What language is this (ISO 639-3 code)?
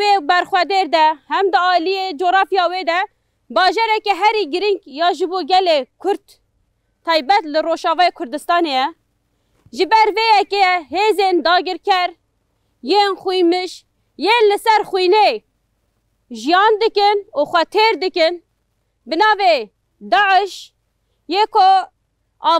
kur